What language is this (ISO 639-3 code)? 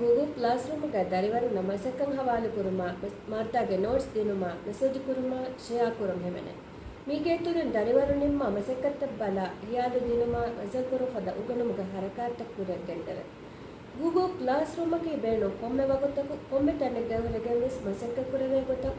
div